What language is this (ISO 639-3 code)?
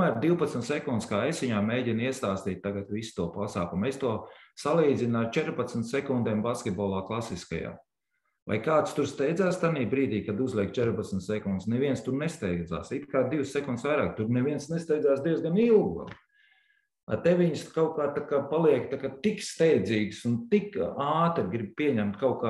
lav